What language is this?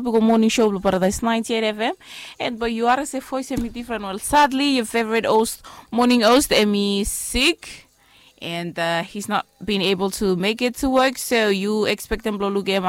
Bislama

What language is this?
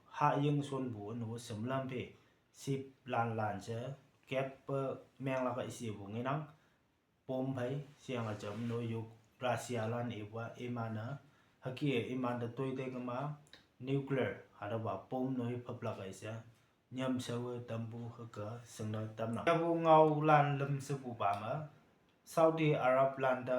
Konyak Naga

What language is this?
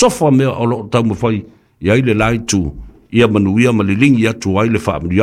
Samoan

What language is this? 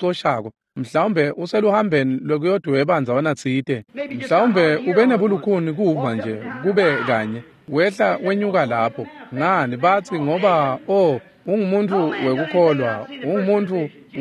Swati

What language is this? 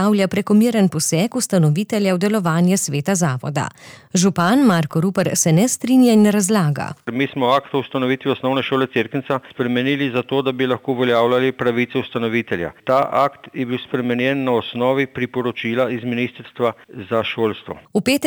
Slovenian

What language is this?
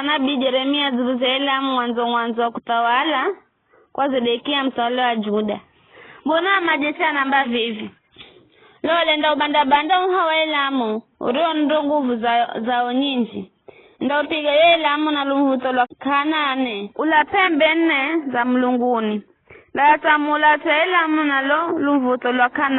Giryama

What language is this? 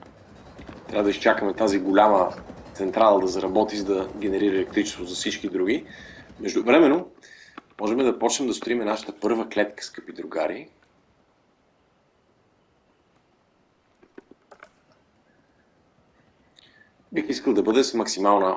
Bulgarian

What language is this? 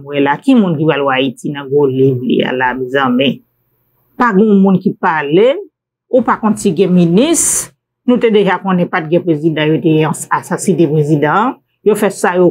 Haitian Creole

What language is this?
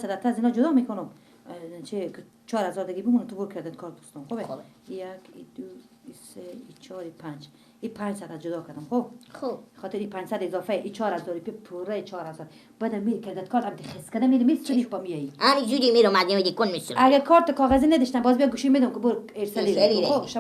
Persian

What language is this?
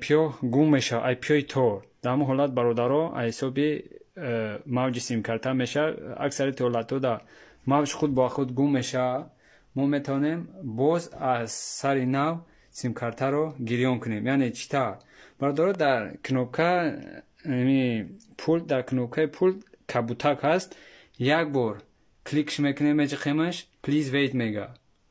Tajik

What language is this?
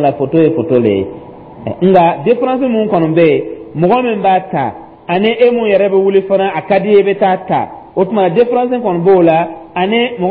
Dyula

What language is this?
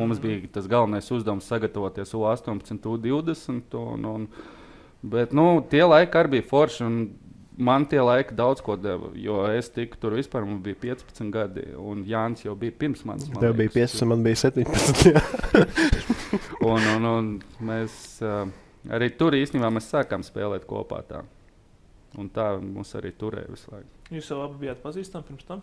Latvian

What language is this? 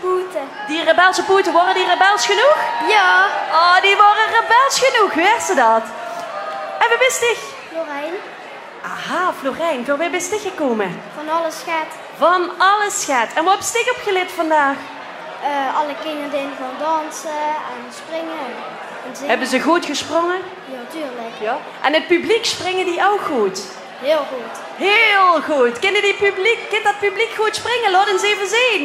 Limburgish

